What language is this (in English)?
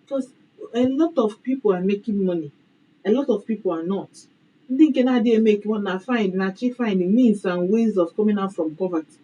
Igbo